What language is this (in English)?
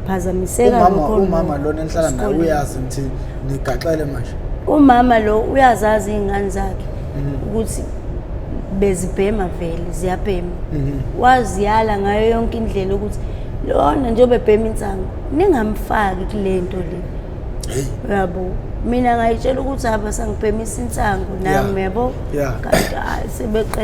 Zulu